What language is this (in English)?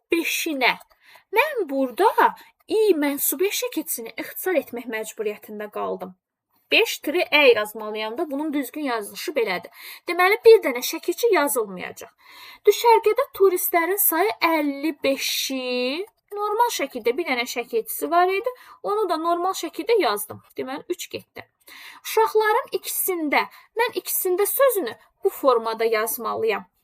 Azerbaijani